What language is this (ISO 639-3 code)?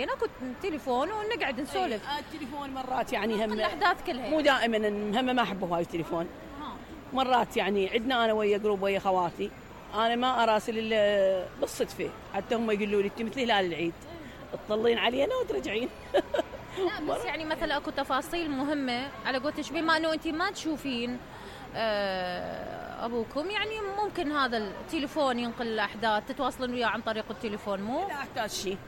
acm